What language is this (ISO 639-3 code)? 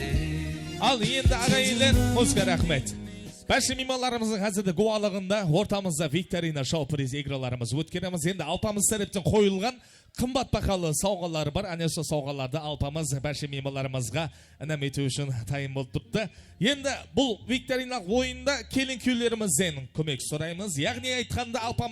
kaa